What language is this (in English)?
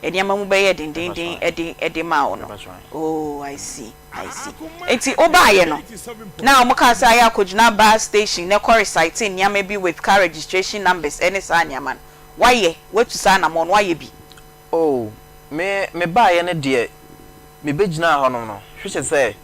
Akan